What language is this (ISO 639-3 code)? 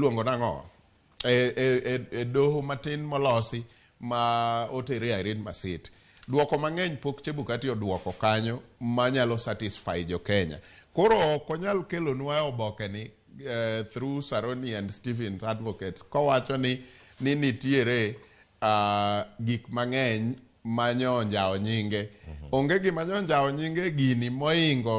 luo